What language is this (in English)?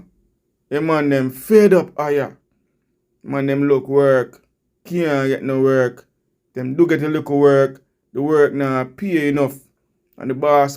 Jamaican Creole English